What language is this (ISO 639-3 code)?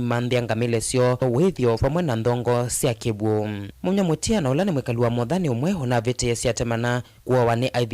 kam